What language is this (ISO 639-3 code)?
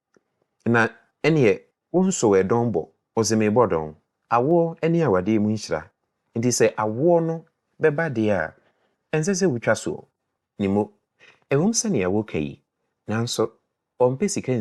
aka